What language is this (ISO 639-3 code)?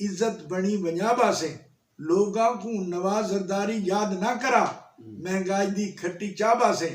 skr